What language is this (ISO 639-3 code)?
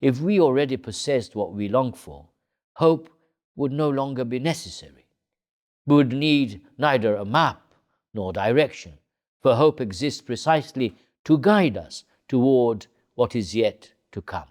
eng